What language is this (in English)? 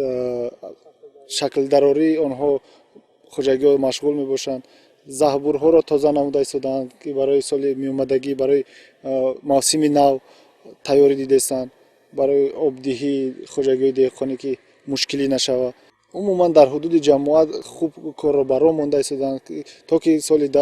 Tajik